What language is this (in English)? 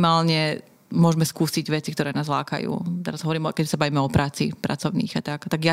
Slovak